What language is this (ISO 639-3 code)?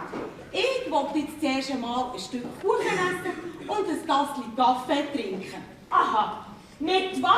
gsw